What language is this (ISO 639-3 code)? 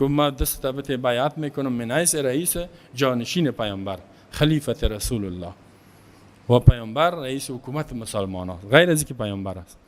fas